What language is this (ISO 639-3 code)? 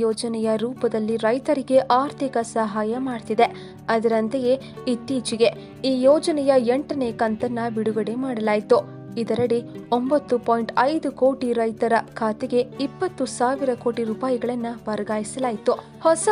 kan